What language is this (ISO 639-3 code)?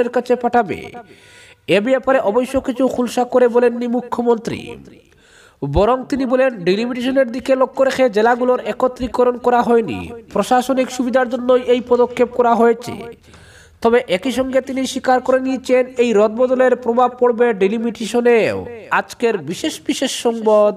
ben